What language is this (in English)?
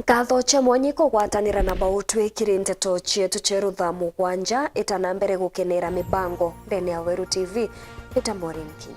Meru